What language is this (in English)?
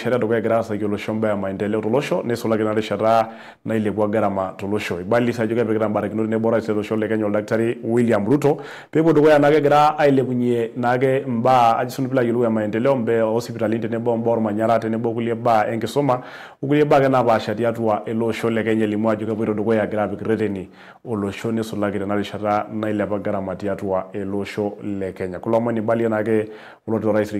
Masai